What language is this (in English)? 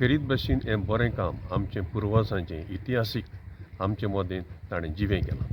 Konkani